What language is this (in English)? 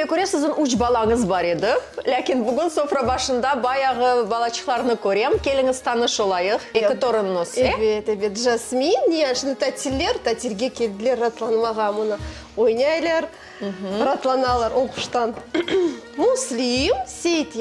Crimean Tatar